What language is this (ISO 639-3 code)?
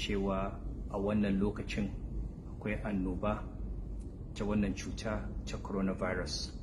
hau